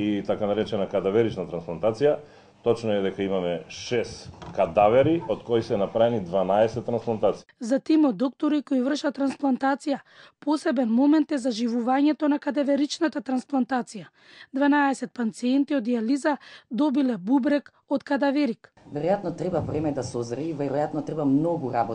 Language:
Macedonian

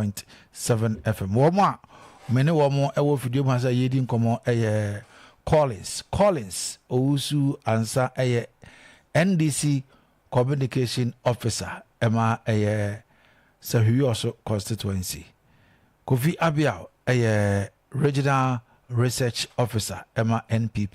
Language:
Akan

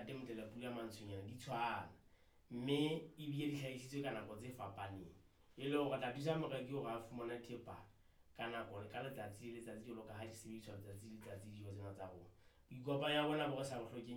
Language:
Southern Sotho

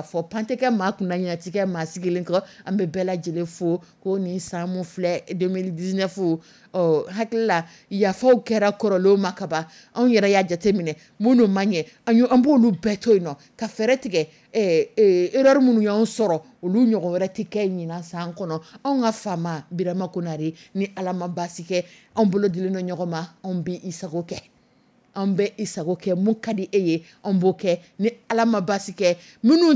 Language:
Dyula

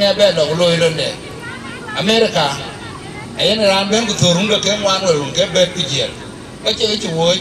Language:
Dinka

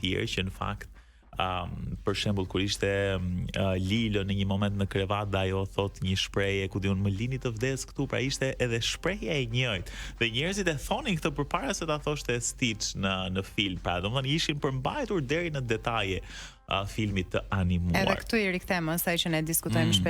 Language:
Albanian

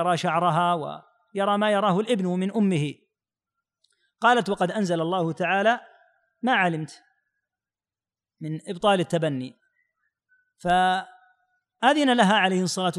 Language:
Arabic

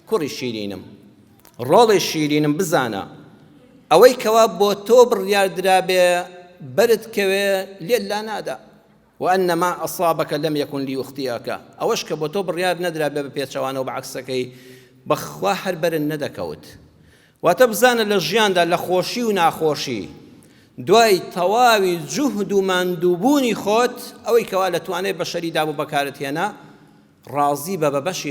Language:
Central Kurdish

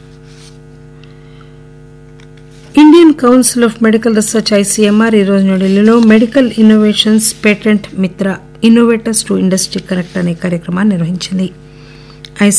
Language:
Telugu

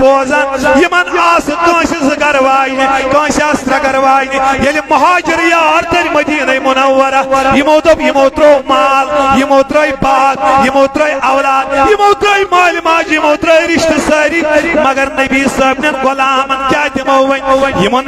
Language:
Kashmiri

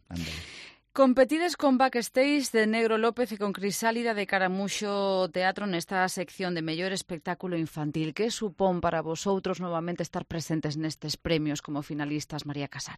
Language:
Galician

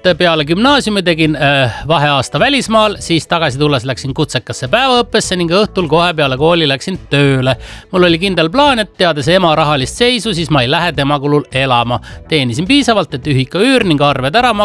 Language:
Estonian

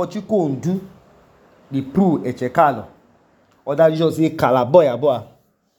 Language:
Idoma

